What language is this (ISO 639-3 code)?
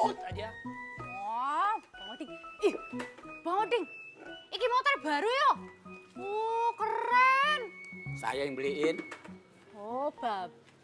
bew